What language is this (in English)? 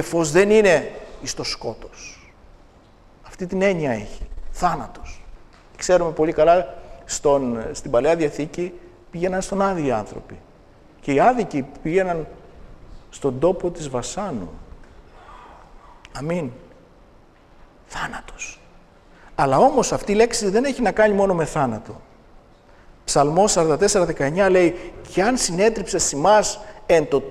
Greek